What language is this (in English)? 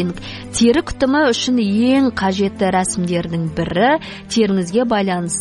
Kazakh